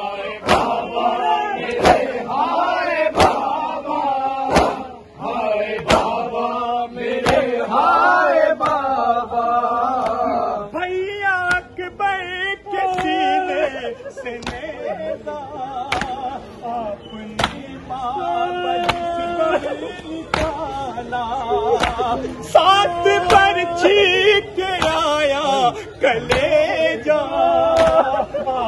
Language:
Urdu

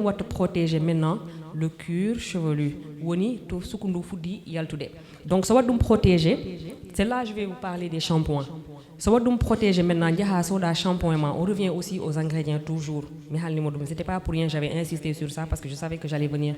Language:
Fula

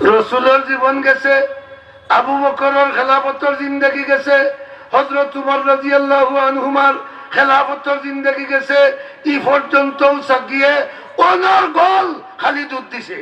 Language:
Sylheti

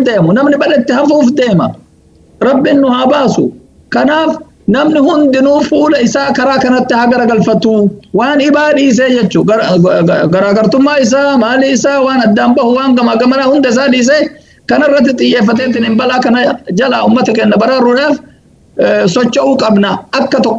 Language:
Oromo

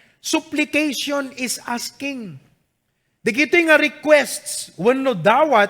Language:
Iloko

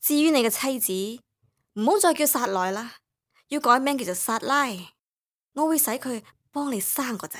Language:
Cantonese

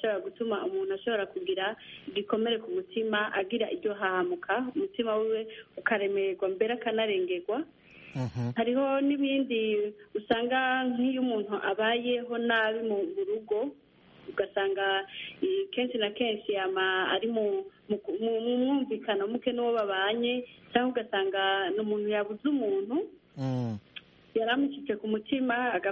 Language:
Kinyarwanda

